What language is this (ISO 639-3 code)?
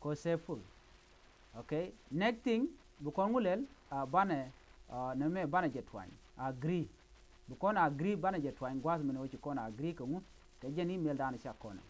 nus